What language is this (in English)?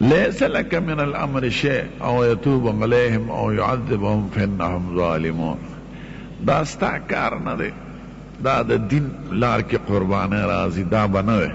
Pashto